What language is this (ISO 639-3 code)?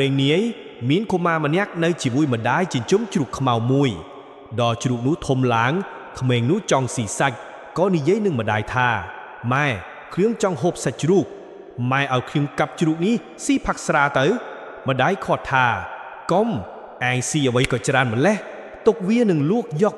khm